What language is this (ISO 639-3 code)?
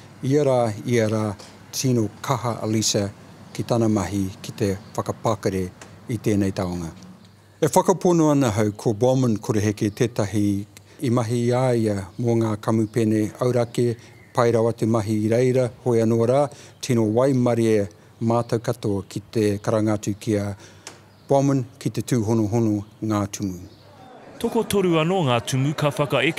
mri